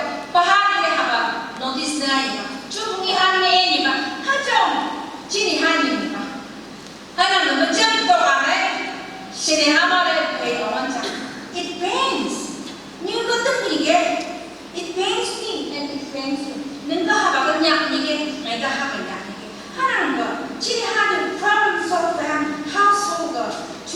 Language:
Phom Naga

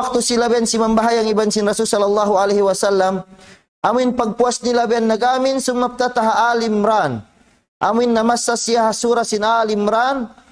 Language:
Tausug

